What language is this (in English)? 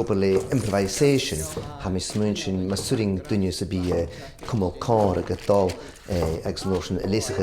Scottish Gaelic